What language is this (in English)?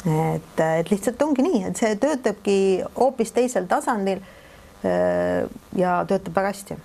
Estonian